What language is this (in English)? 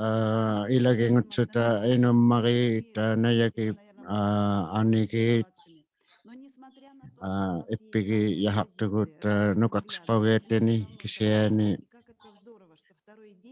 Inuktitut